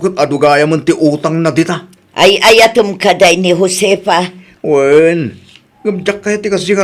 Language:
Iloko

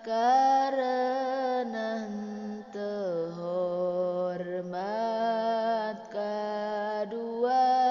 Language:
Sundanese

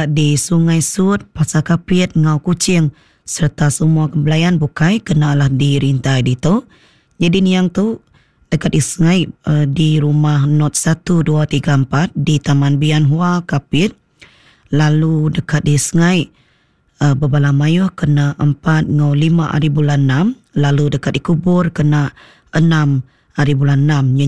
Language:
Iban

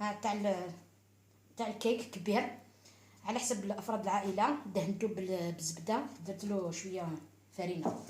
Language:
Algerian Arabic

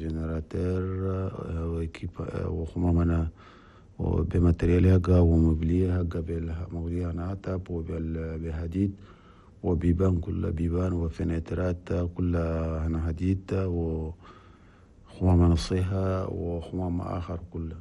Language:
Chadian Arabic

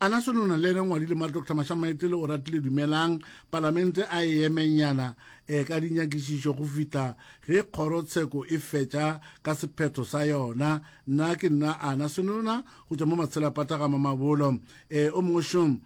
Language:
Northern Sotho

